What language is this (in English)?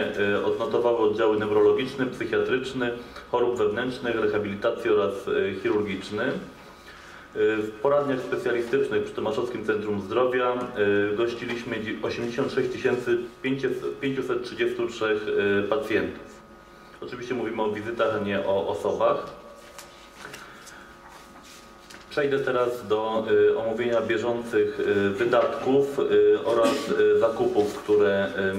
Polish